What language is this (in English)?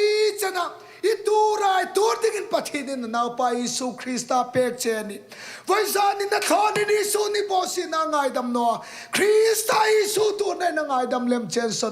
Hmar